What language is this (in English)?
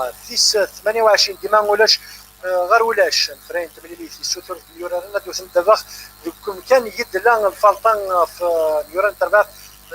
Kabyle